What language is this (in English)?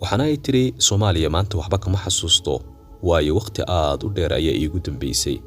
Somali